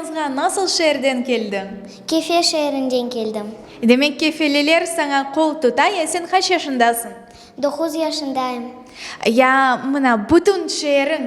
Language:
Crimean Tatar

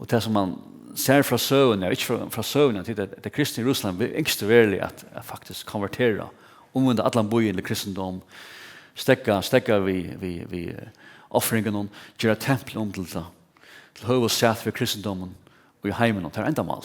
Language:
Faroese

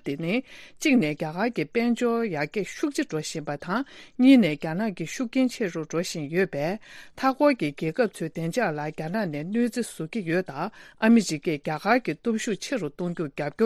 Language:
Tibetan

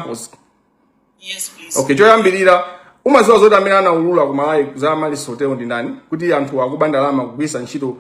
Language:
Nyanja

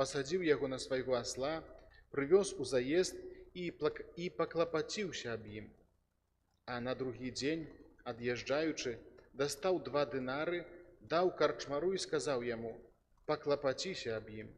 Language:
Belarusian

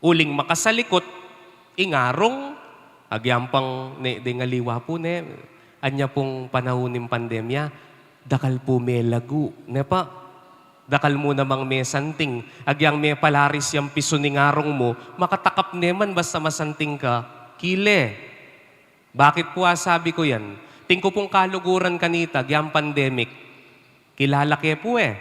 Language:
Pampanga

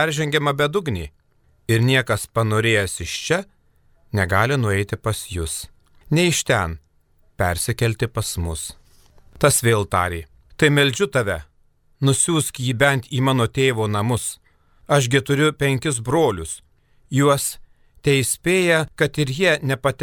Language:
Lithuanian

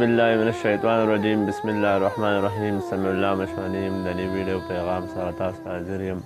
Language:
Pashto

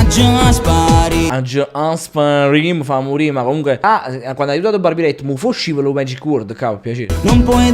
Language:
Neapolitan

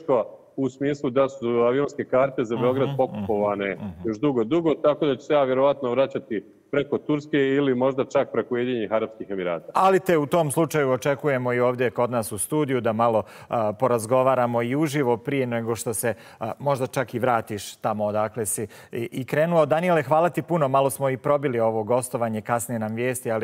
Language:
Bosnian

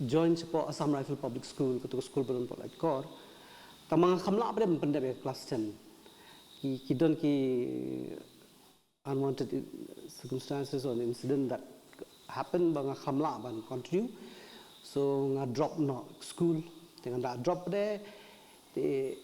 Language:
Khasi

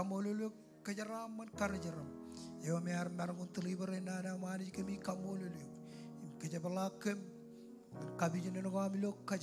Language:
Marshallese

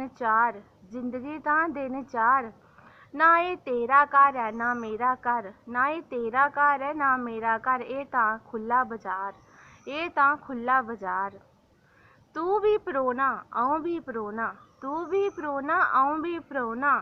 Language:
Dogri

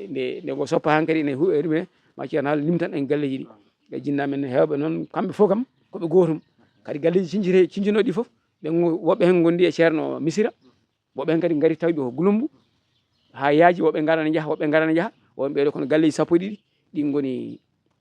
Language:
Fula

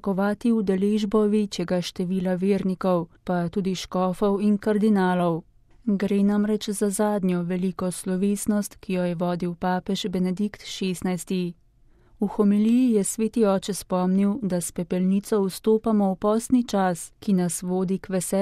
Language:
Slovenian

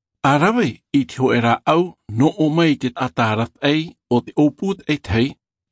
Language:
Tahitian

